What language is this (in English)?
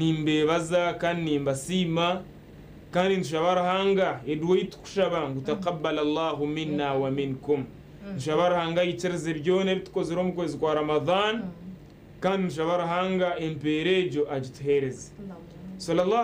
Nyankole